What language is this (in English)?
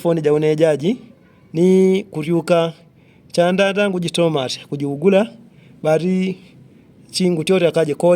Yao